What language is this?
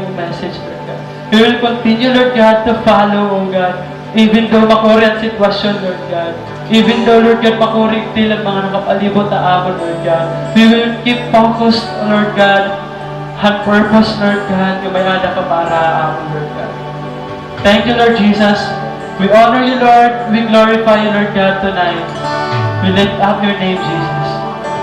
Waray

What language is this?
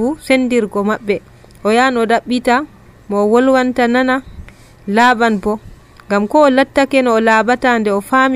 Nigerian Fulfulde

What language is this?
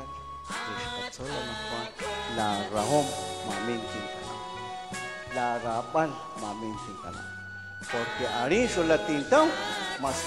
Kekchí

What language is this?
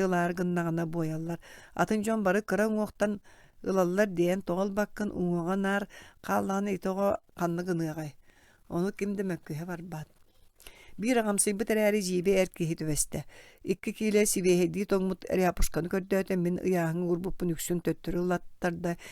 Yakut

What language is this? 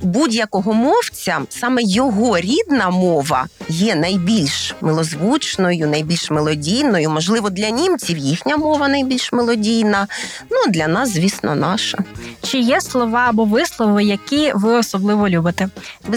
Ukrainian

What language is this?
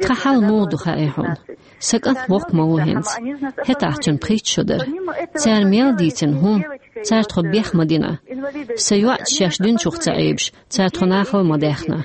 Chechen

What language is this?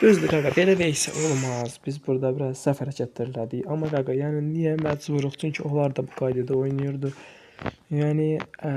Azerbaijani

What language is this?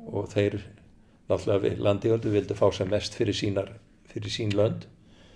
Icelandic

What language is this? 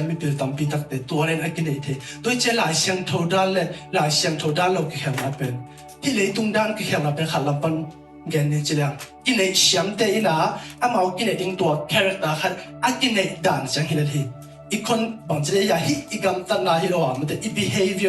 Tedim Chin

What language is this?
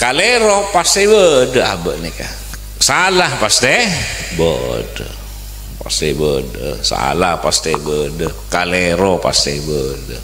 Madurese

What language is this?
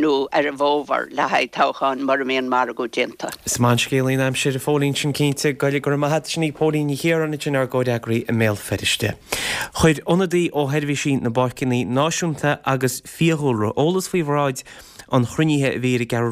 Irish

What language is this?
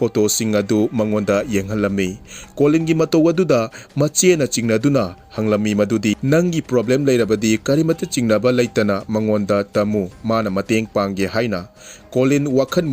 Manipuri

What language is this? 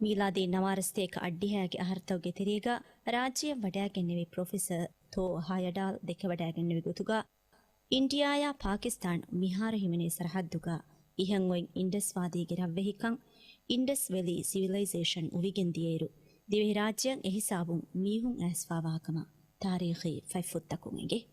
Divehi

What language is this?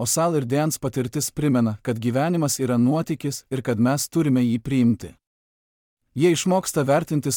Lithuanian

